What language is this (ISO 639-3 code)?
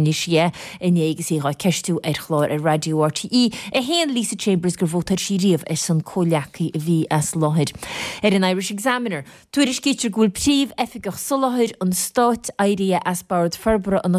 gle